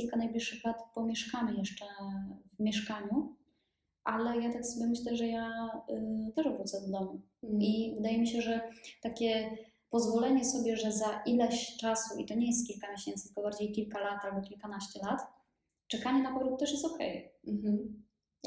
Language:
Polish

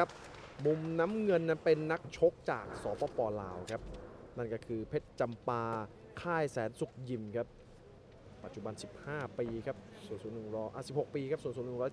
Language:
Thai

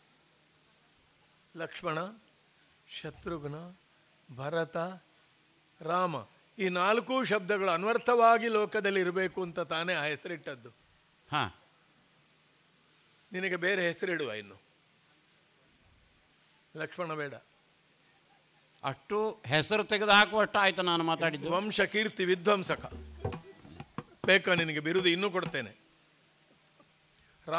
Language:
Kannada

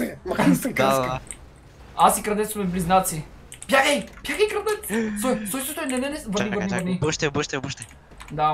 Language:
Bulgarian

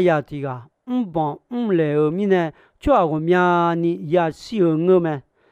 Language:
Akha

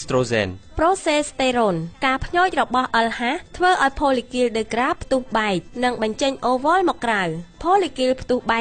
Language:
Khmer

